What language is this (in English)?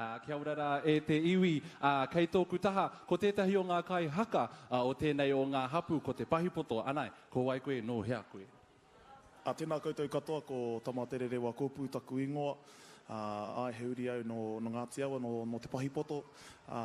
Māori